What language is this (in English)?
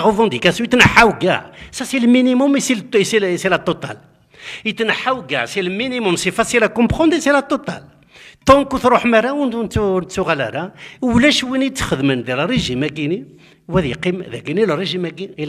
Kabyle